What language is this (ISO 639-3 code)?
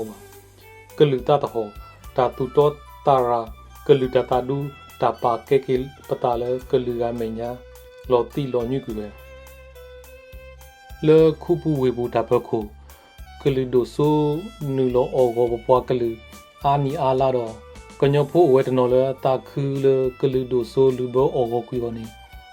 ksw